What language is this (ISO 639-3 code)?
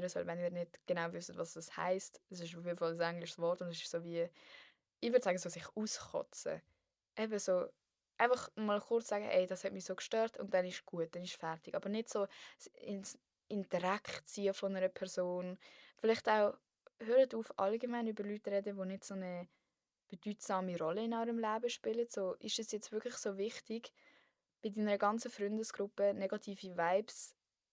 gsw